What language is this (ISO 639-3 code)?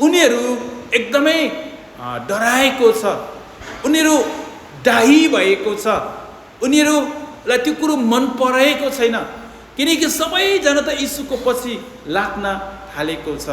nep